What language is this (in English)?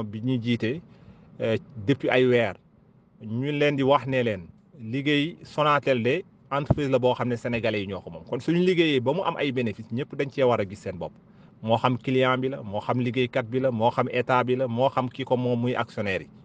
Wolof